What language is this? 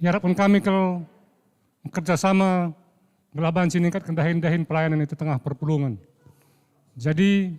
Batak Karo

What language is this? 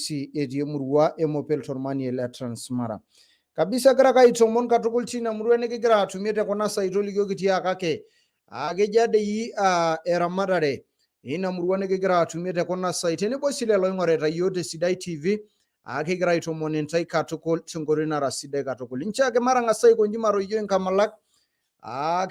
Masai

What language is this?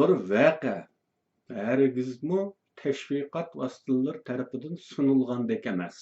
Uyghur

